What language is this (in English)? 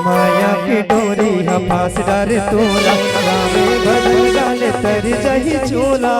Chhattisgarhi